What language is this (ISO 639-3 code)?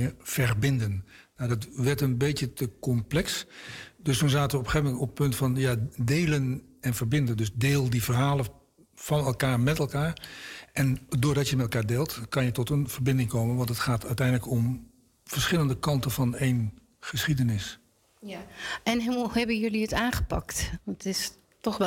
nld